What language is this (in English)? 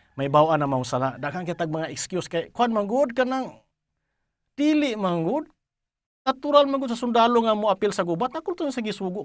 Cebuano